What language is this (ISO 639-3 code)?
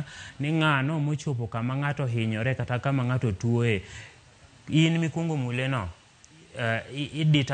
luo